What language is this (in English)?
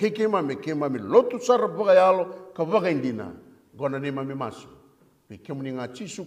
Fijian